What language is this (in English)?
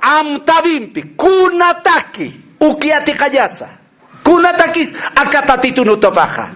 Aymara